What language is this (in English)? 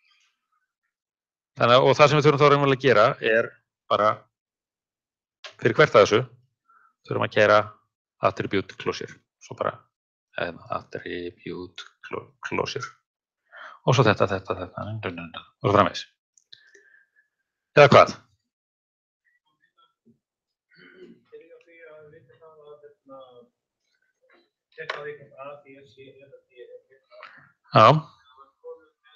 Icelandic